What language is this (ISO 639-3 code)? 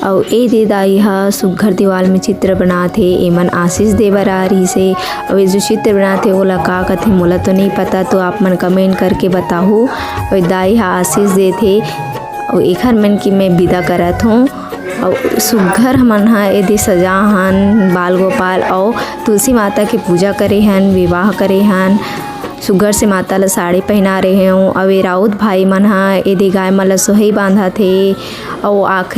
hne